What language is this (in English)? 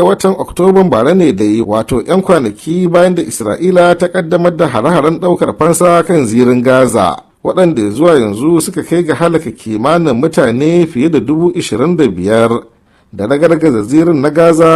Hausa